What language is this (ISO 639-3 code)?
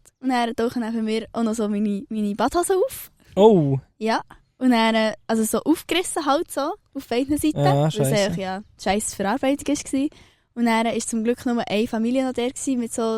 gsw